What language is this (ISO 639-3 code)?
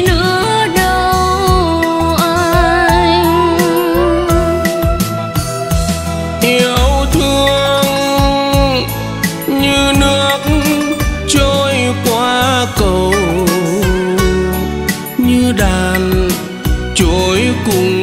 vie